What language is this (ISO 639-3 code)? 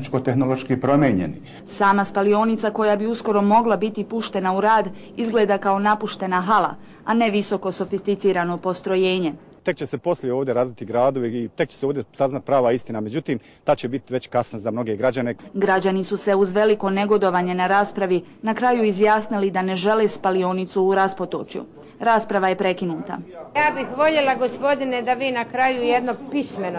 bos